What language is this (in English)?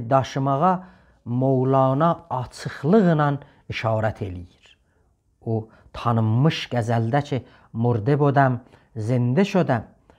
South Azerbaijani